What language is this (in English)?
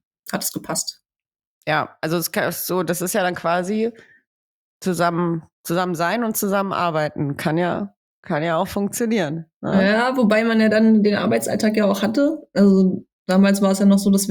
German